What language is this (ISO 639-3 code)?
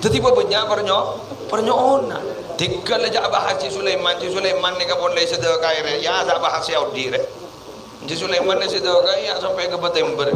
mad